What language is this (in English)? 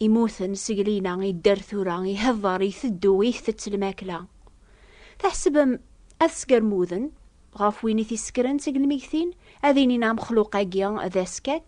Kabyle